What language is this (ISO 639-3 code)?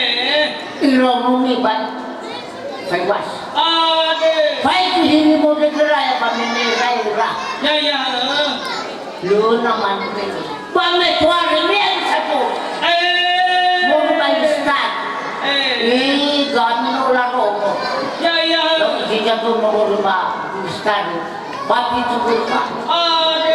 nia